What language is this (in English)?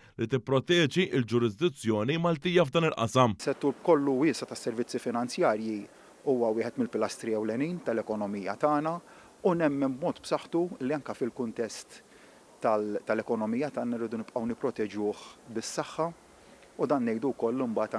Maltese